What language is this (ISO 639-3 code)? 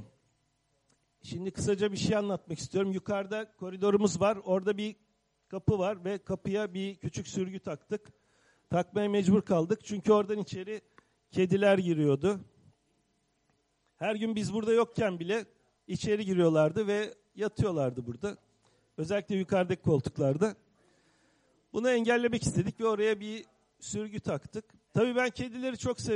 tur